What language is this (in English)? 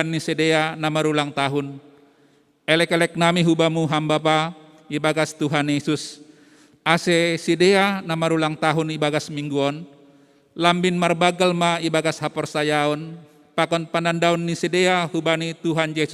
Batak Simalungun